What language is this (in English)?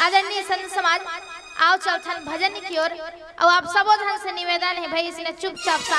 Chhattisgarhi